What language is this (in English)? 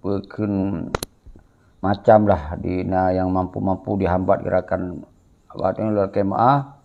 Achinese